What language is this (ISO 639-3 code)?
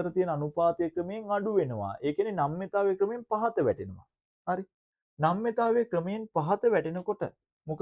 sin